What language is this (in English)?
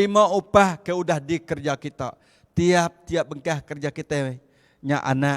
Iban